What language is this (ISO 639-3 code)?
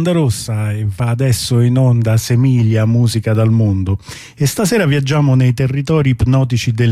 ita